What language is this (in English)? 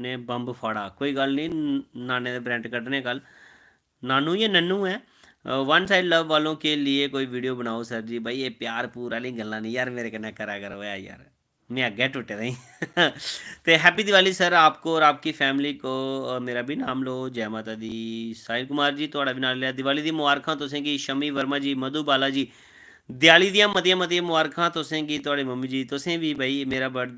Dogri